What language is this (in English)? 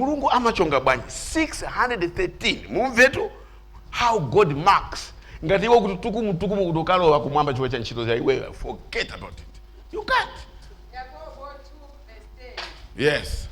Nyanja